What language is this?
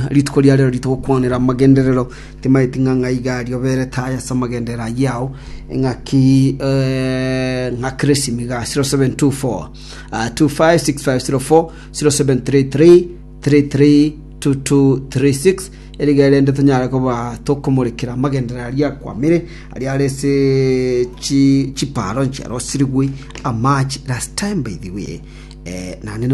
Gusii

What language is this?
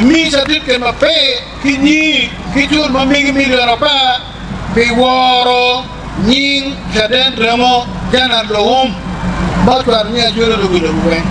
Acoli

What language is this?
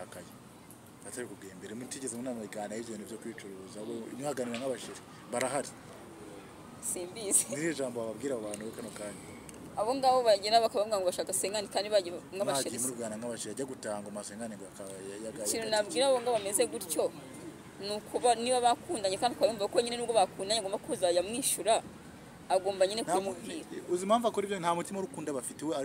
Kinyarwanda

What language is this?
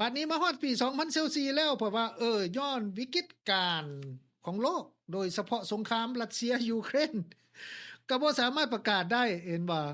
Lao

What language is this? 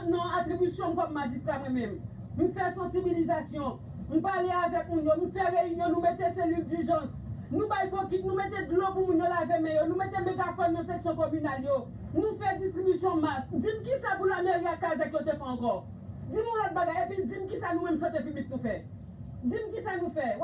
Haitian Creole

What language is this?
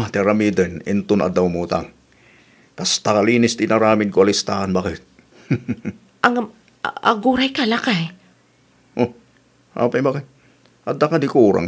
Iloko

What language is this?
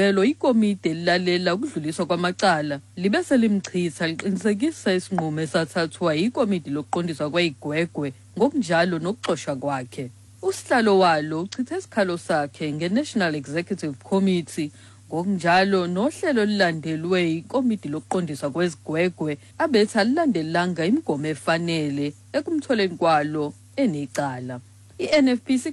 Xhosa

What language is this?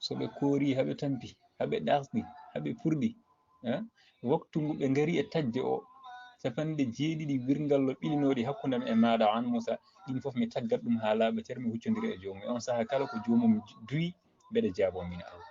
Fula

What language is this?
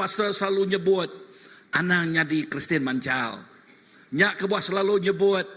Iban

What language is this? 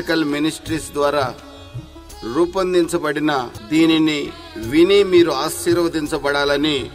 Telugu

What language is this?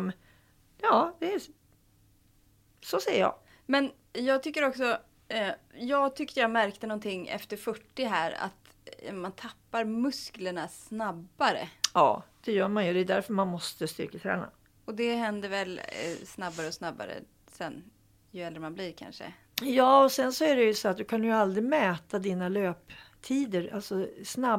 Swedish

